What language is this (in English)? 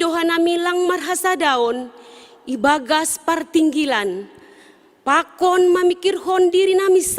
Batak Simalungun